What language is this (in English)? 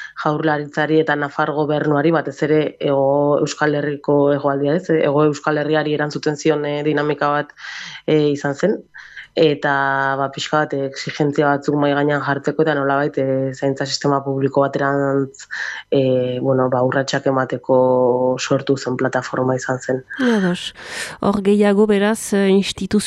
Basque